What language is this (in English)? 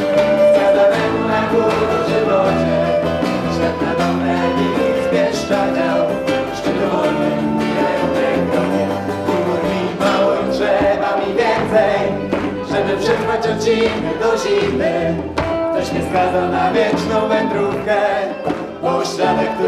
Polish